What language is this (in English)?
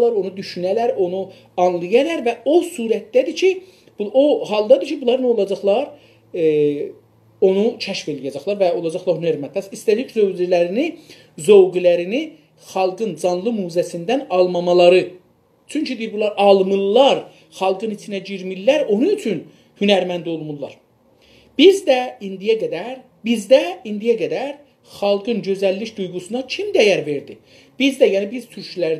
South Azerbaijani